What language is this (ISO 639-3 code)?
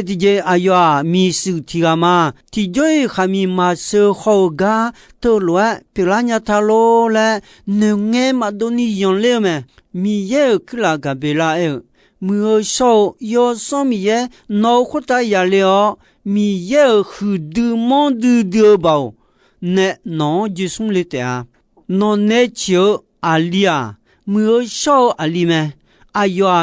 ahk